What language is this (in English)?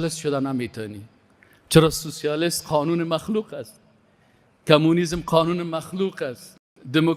Persian